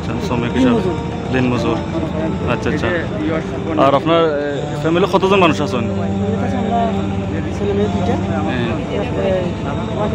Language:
Sylheti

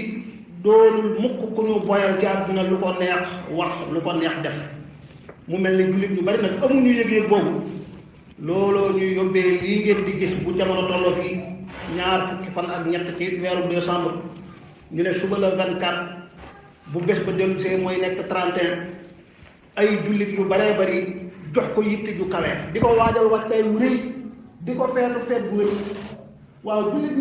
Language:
Wolof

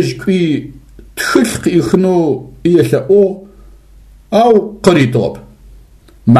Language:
Adyghe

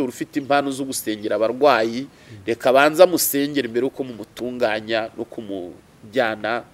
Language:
Kinyarwanda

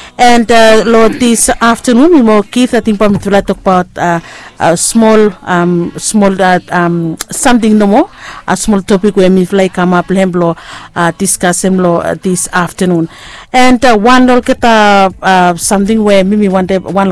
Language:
Bislama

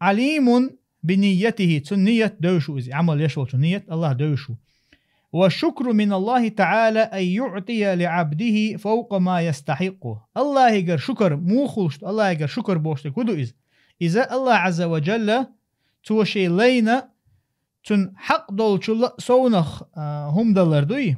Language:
Chechen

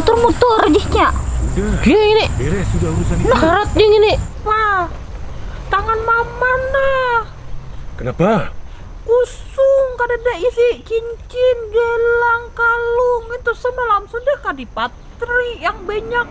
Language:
Banjar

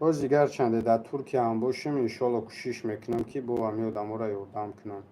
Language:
Tajik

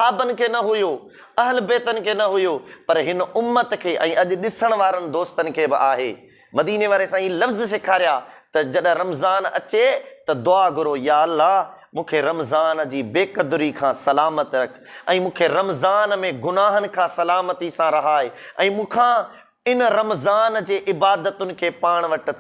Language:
Sindhi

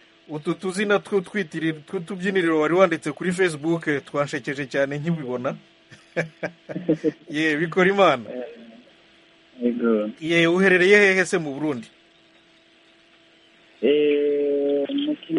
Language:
Kinyarwanda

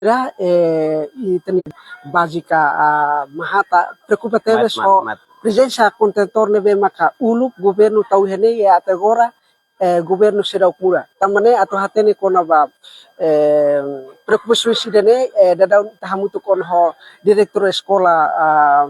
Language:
Tetum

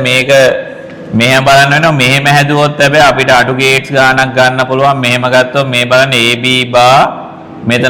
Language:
Sinhala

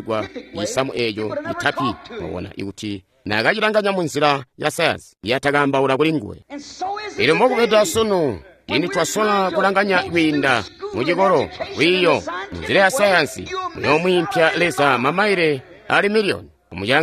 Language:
Tonga (Zambia)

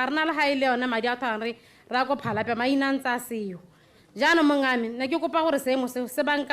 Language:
Tswana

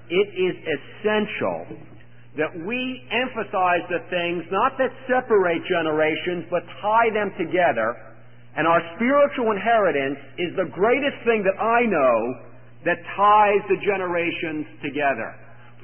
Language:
English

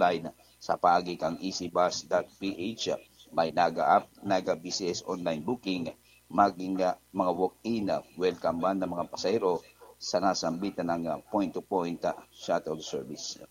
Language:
Bikol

